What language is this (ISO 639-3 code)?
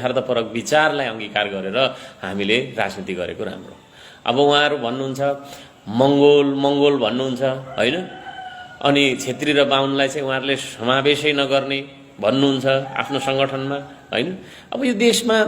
nep